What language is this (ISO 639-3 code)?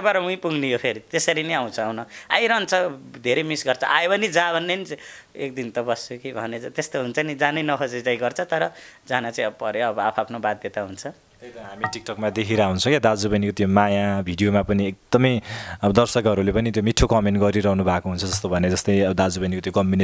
nep